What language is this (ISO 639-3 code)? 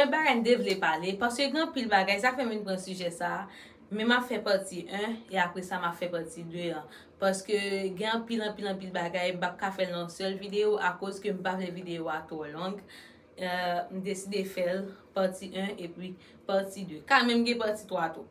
hat